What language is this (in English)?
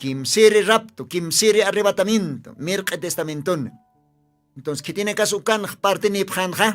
Aymara